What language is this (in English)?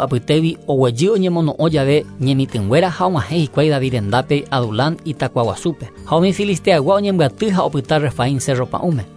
Guarani